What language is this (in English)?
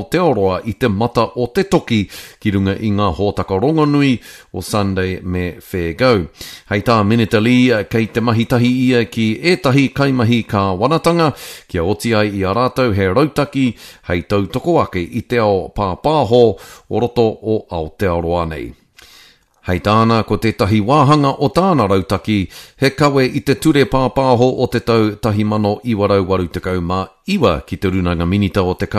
Māori